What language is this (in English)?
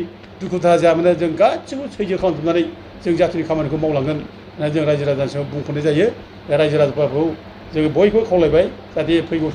Bodo